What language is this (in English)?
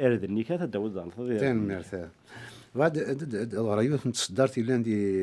Kabyle